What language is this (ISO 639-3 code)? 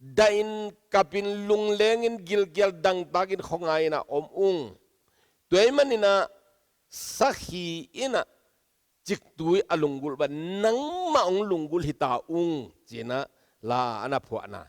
ctd